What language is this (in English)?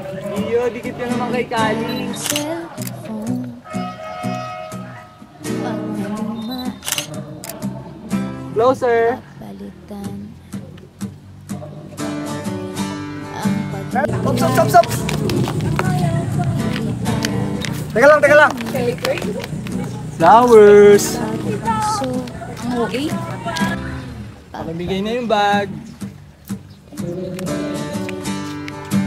Filipino